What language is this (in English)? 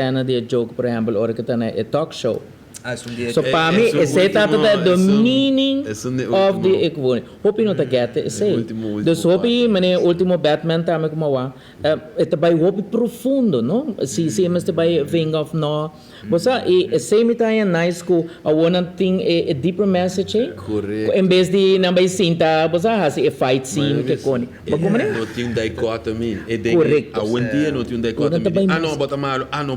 Papiamento